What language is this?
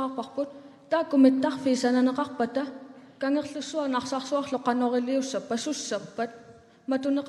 Kalaallisut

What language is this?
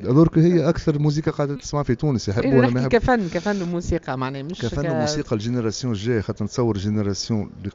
Tunisian Arabic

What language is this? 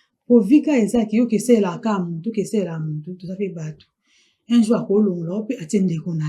Lingala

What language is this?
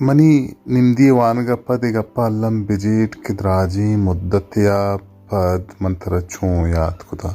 Baluchi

